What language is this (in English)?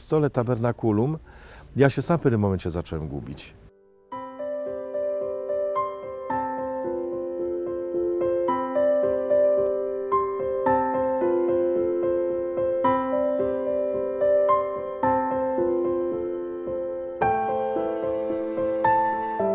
Polish